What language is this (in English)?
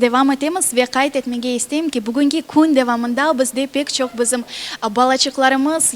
Crimean Tatar